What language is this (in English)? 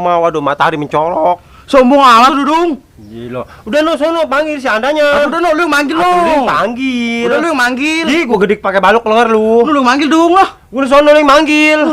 Betawi